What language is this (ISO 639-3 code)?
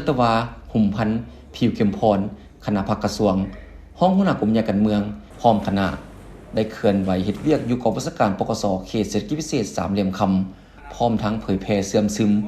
lao